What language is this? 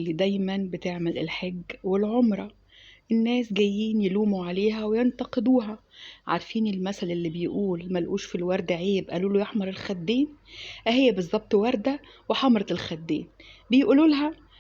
Egyptian Arabic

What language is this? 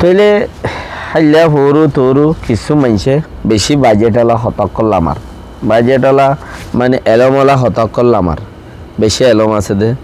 Rohingya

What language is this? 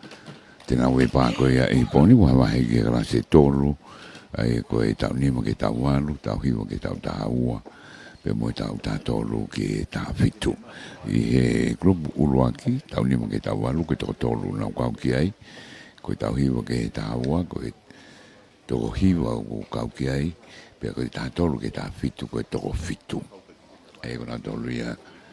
Tongan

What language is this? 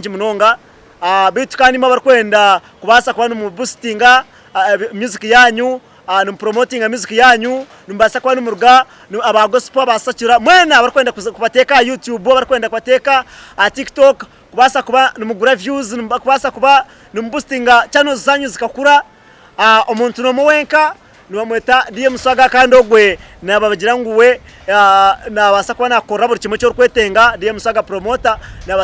Nyankole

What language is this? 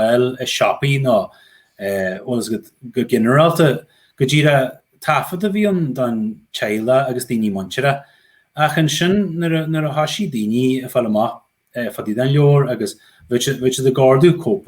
Irish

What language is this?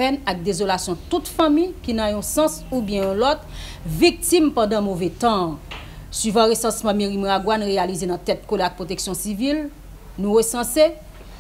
Haitian Creole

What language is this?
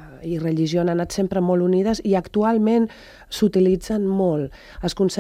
Catalan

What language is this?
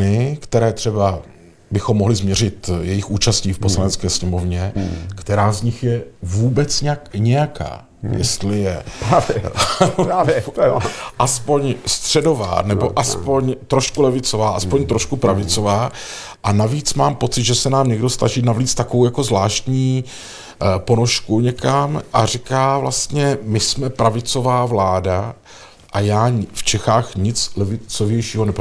Czech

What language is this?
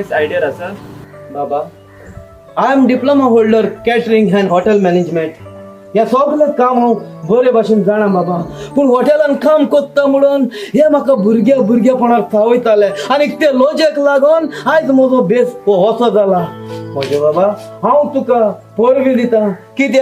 Konkani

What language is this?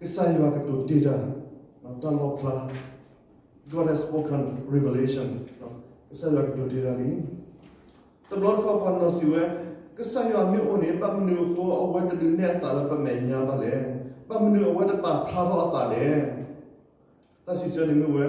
S'gaw Karen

